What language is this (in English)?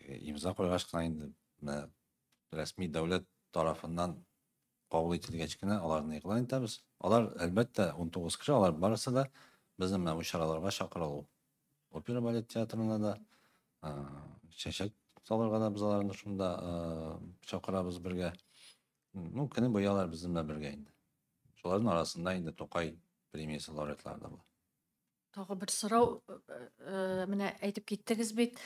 Tatar